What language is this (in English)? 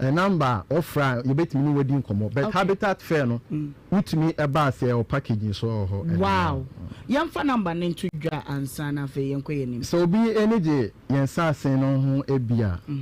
Akan